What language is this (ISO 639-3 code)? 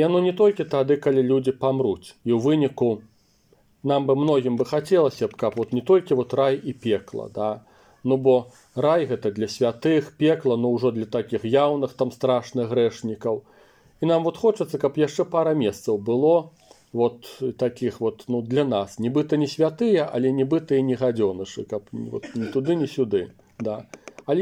bel